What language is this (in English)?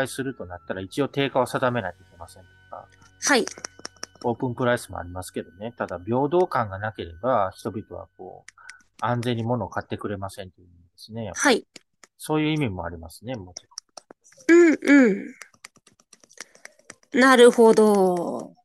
Japanese